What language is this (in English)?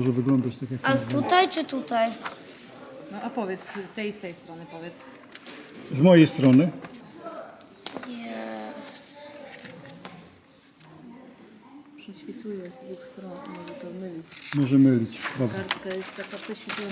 Polish